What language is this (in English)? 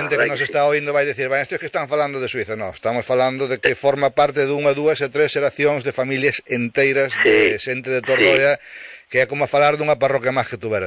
Galician